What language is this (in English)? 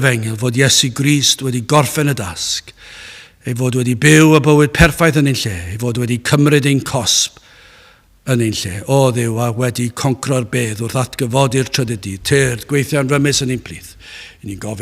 Welsh